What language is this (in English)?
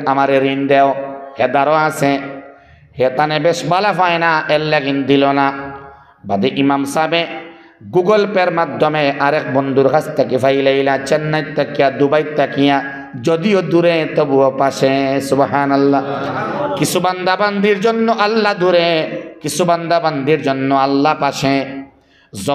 Sylheti